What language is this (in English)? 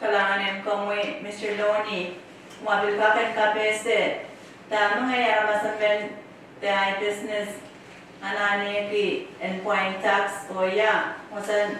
Pohnpeian